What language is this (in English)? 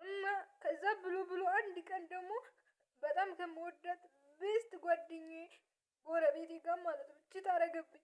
Amharic